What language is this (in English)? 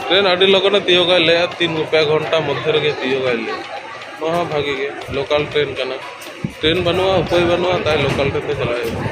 Santali